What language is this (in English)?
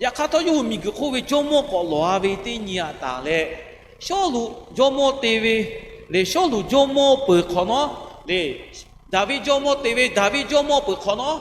Lahu